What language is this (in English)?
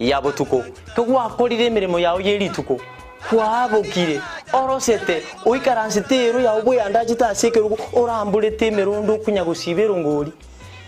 Gusii